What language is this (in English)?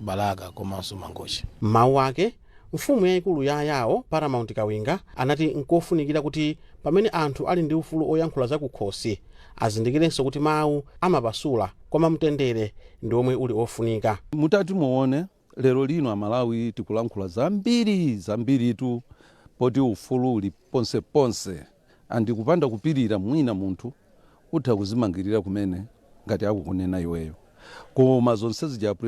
Nyanja